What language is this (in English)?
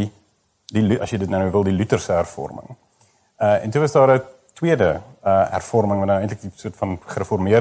Afrikaans